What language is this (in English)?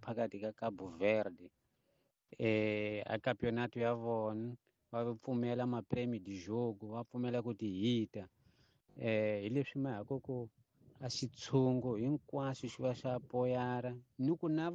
Tsonga